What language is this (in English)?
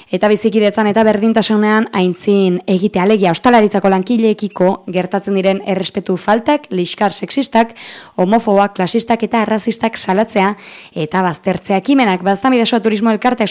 Basque